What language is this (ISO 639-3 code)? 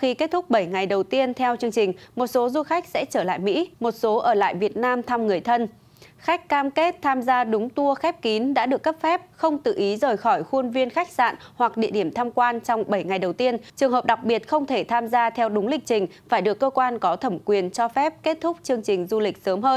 vie